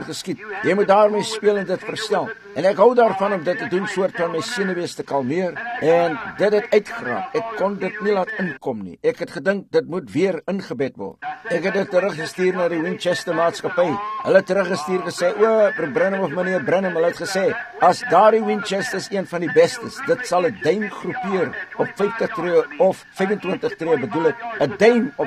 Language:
Afrikaans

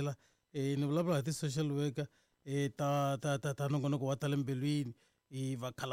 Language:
Tsonga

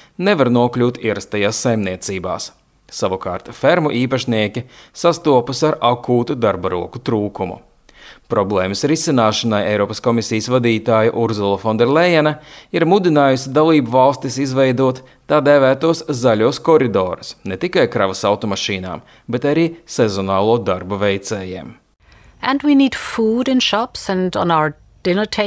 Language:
Latvian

